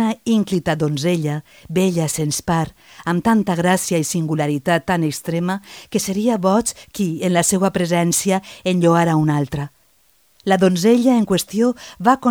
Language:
Catalan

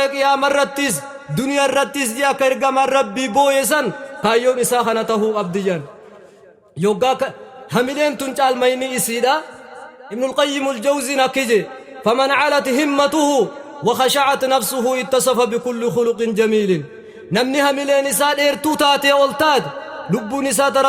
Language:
Oromo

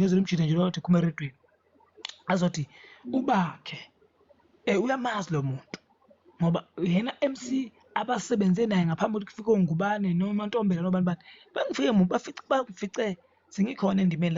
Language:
Zulu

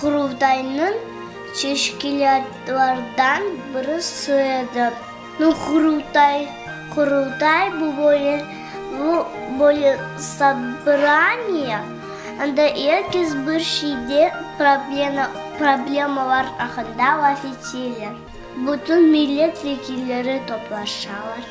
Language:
Crimean Tatar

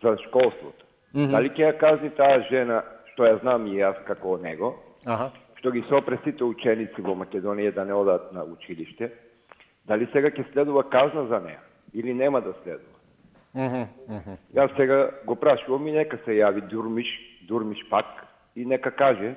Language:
Macedonian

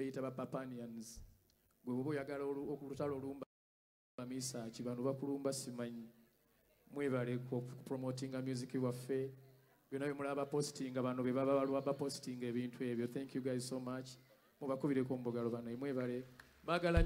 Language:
Ganda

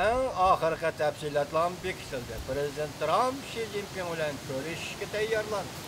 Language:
Uyghur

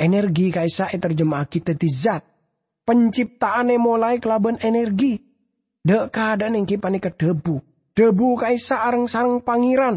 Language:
Madurese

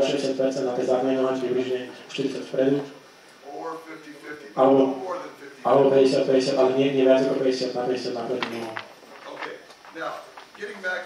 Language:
Slovak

